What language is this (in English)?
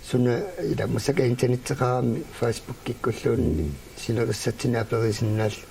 Kalaallisut